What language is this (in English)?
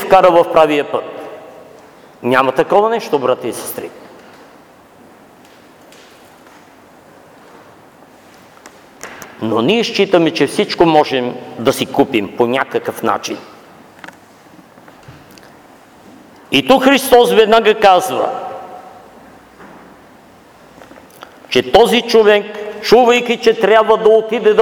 Bulgarian